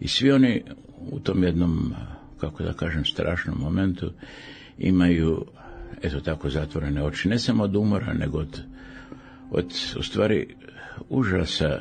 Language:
Serbian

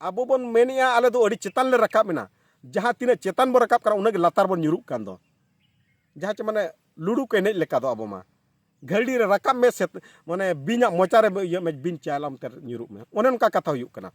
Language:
Santali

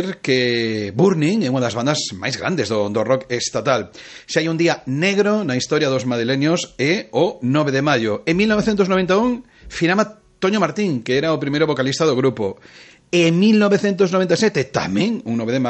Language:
Galician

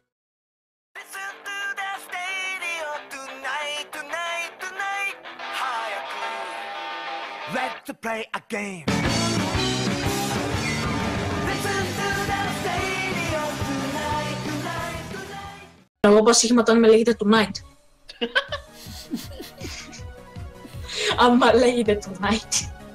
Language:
Greek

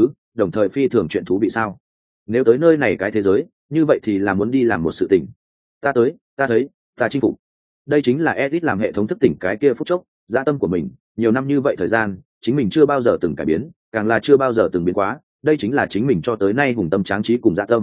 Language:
Vietnamese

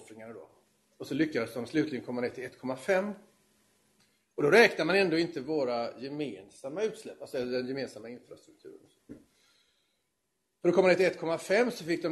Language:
Swedish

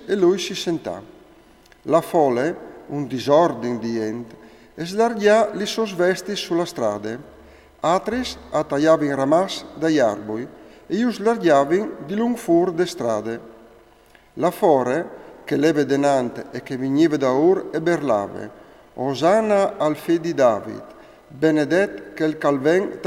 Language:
Friulian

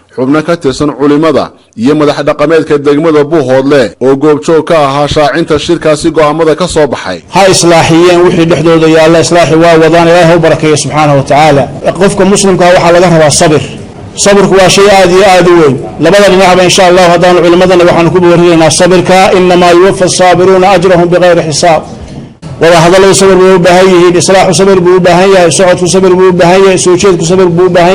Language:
Somali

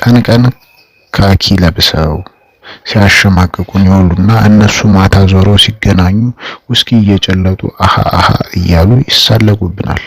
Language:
Amharic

